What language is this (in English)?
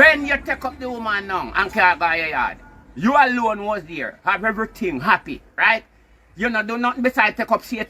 Jamaican Creole English